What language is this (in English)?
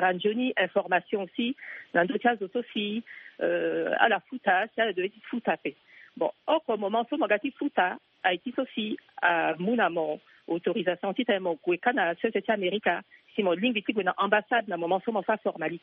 Sango